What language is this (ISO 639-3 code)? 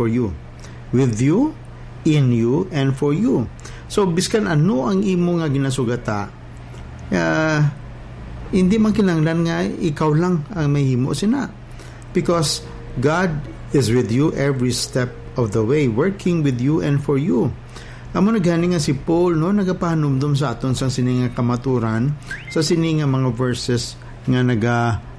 hil